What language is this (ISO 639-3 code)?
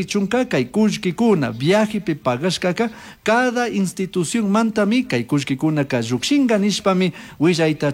qug